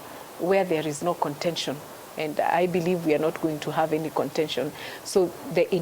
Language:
Meru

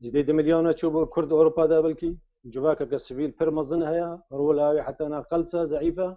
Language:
Kurdish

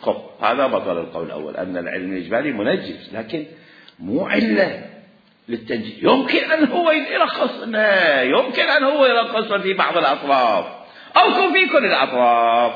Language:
Mesopotamian Arabic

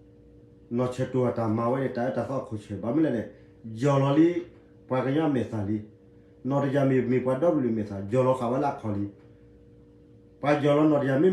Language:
S'gaw Karen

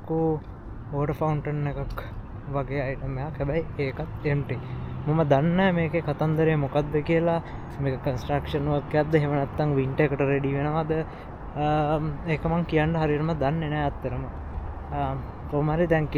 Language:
Sinhala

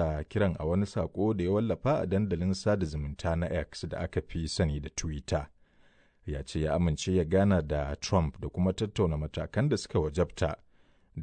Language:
Hausa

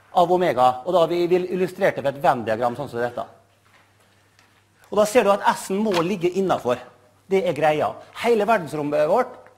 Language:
Norwegian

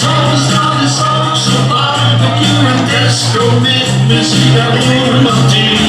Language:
Limburgish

